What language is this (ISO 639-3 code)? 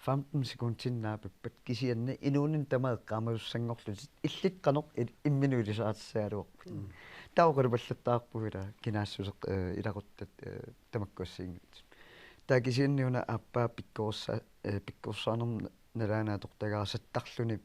kal